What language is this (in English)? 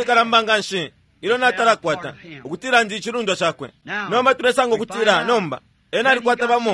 Bemba